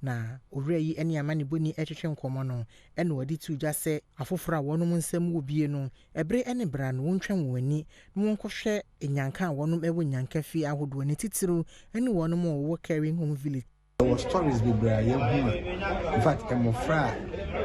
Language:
Akan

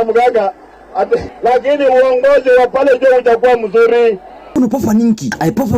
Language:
Gusii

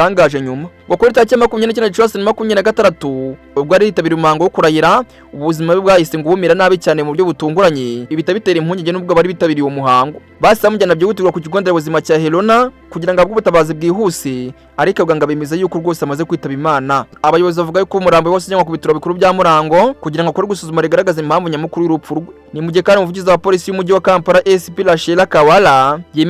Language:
Kinyarwanda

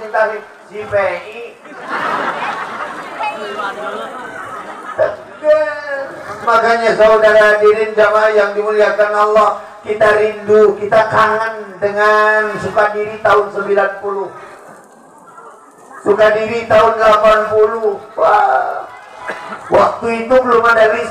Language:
Indonesian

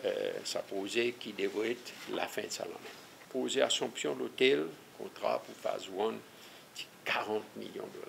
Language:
Seselwa Creole French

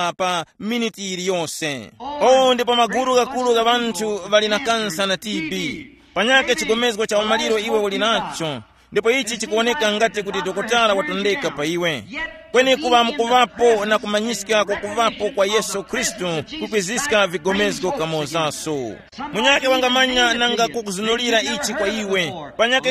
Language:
Tumbuka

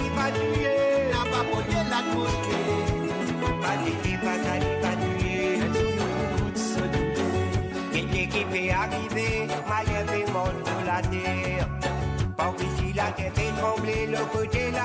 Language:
Morisyen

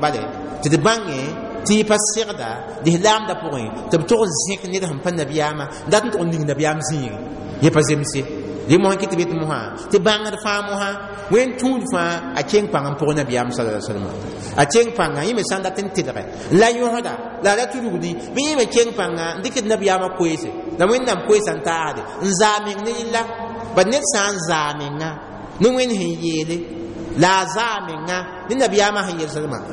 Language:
Mossi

